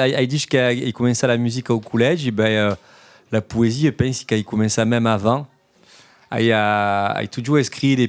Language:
Occitan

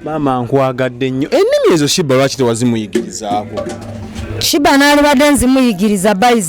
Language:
Ganda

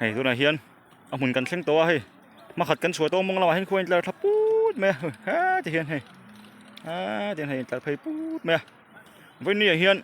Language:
Mizo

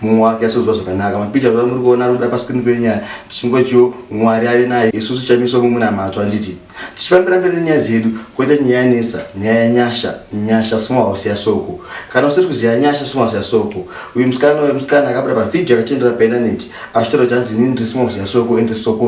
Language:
Shona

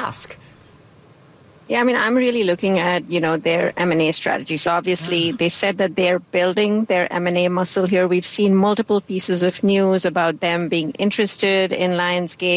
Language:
English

